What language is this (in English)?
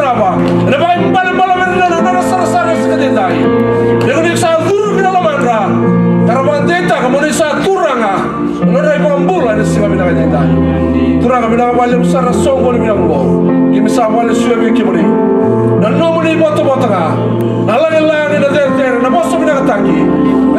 Fijian